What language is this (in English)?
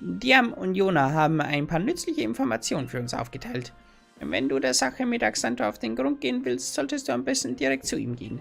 Bavarian